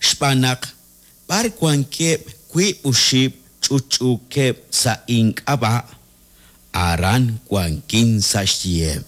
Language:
Kekchí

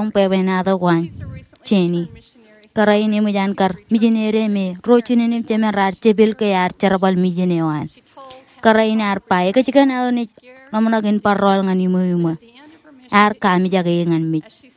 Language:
Marshallese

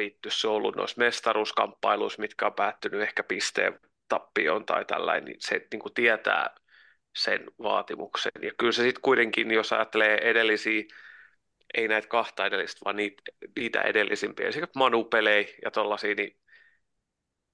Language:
Finnish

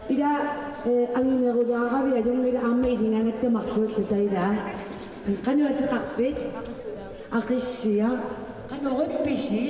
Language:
Kalaallisut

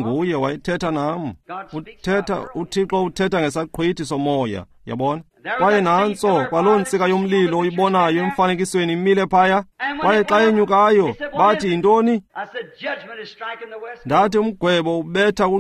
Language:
Xhosa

